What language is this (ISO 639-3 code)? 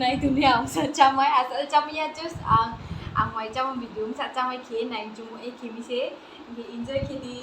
ria